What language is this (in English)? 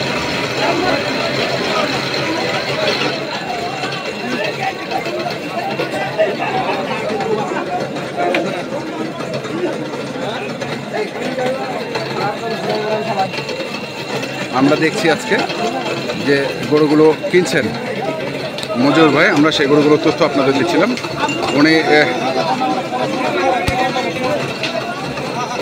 Bangla